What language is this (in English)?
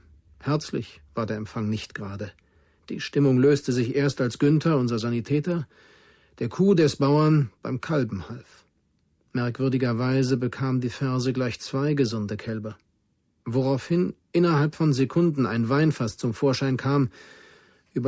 Bavarian